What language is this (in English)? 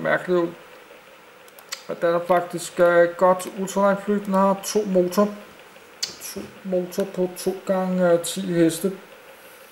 Danish